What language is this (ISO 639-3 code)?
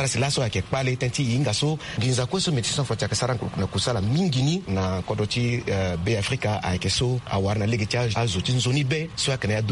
sag